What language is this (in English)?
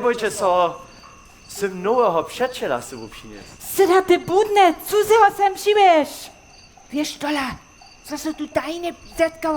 Upper Sorbian